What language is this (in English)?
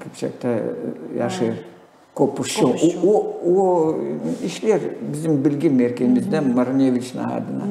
Gagauz